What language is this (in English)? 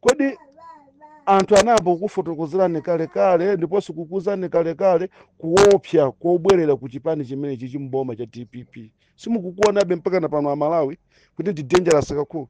Nyanja